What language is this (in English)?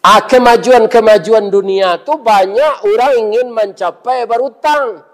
Minangkabau